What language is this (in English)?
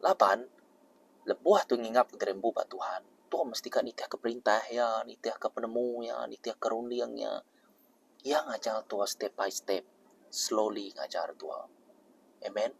Iban